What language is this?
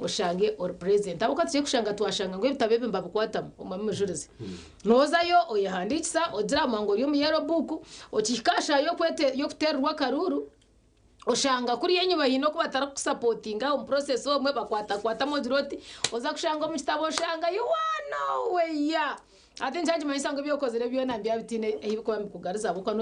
Nyankole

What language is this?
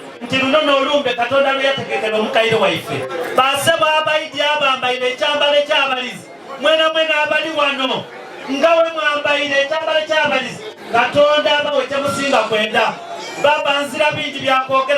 Ganda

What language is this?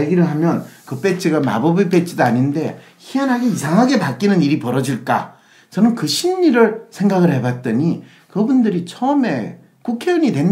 Korean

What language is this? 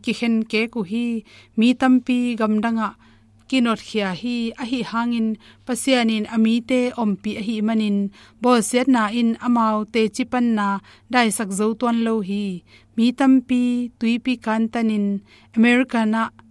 Tedim Chin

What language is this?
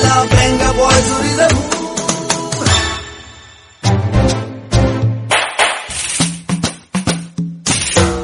Kannada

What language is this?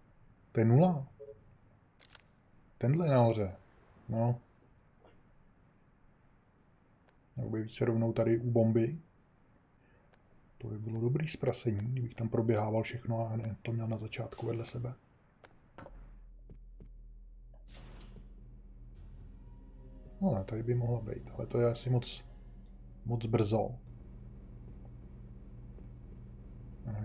Czech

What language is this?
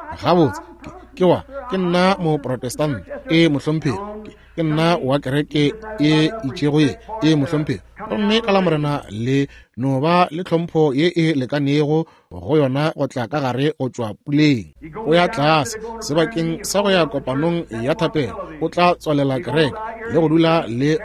Northern Sotho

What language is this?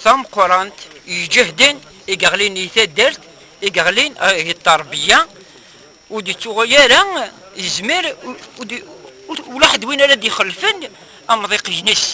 Kabyle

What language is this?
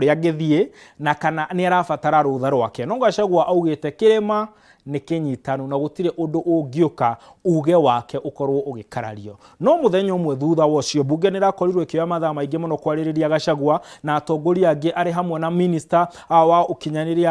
Kikuyu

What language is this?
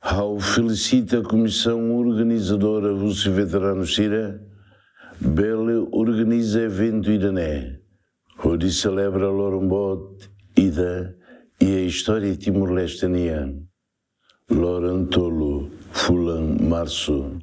Tetum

